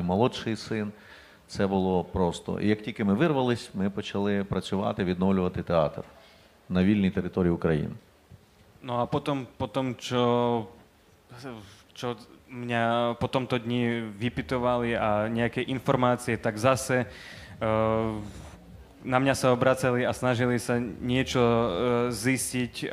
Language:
Slovak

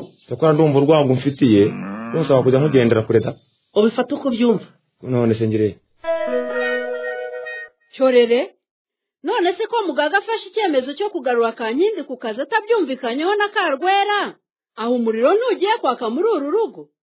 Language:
Kinyarwanda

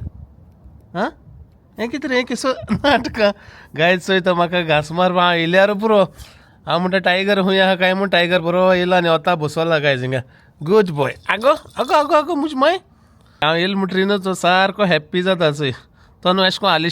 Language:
Konkani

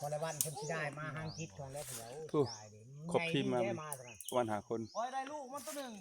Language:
Northeastern Thai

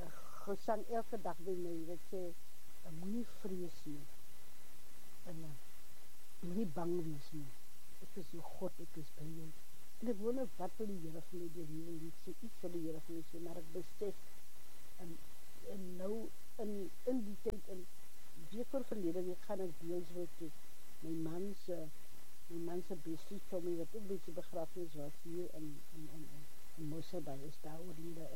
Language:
Afrikaans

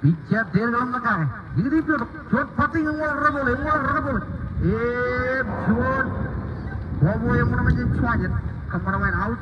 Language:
Marshallese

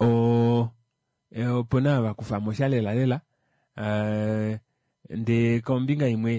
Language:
Kuanyama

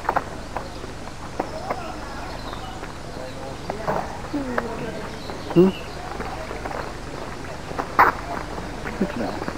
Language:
Hungarian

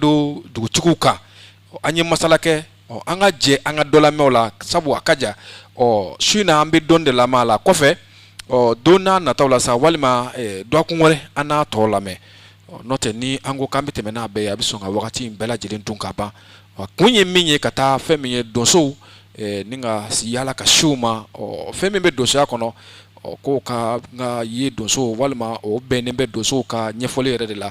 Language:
Bambara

